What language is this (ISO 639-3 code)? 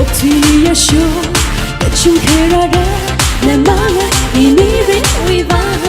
nmf